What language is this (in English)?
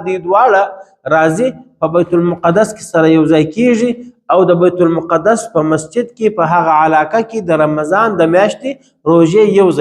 Pashto